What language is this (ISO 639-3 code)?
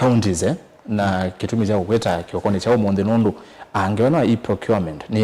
kam